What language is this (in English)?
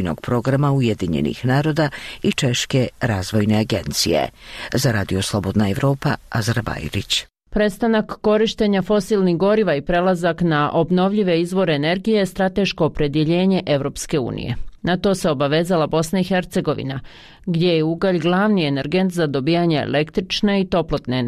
Bosnian